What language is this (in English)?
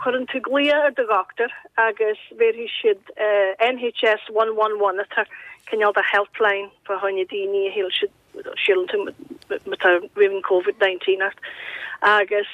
Irish